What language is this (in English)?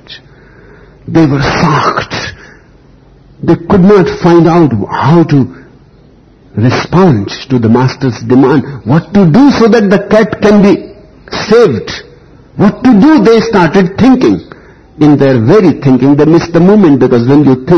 English